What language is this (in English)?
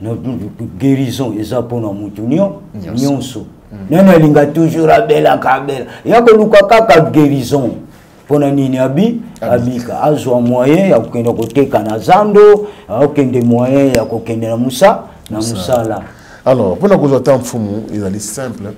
Lingala